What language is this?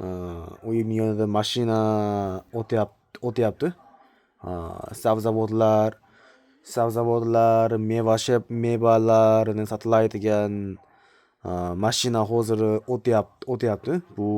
Uzbek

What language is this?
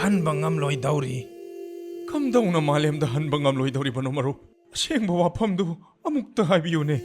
Manipuri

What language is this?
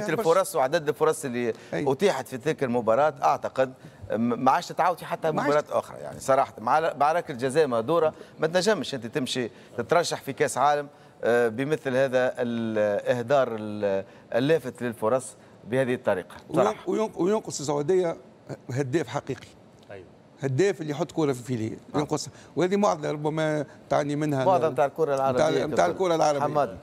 Tunisian Arabic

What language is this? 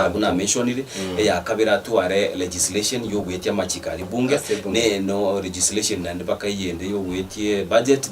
Gusii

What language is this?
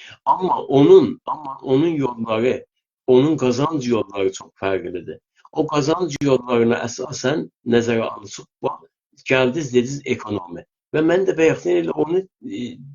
South Azerbaijani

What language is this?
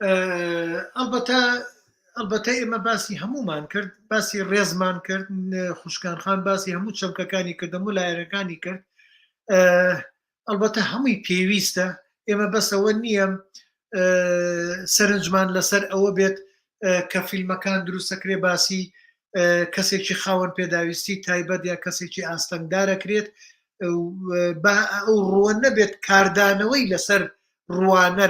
Central Kurdish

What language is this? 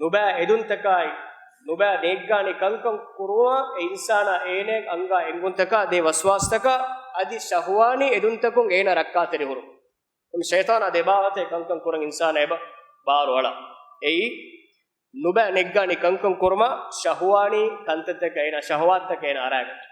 Divehi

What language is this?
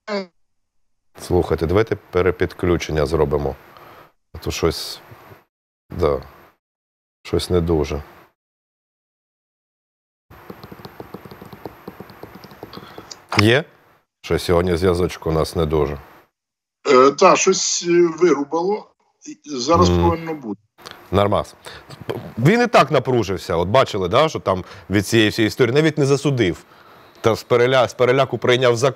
Ukrainian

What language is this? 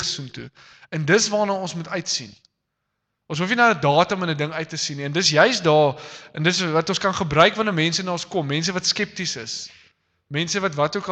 Afrikaans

